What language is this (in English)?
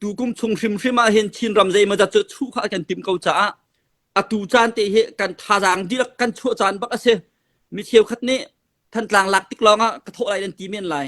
Hakha Chin